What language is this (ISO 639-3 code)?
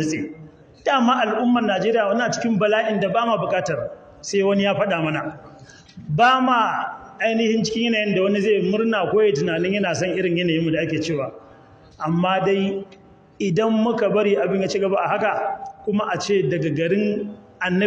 hau